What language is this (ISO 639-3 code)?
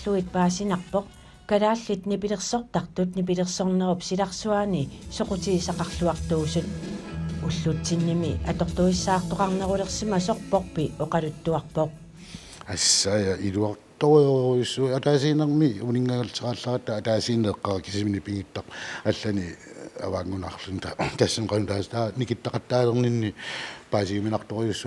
kal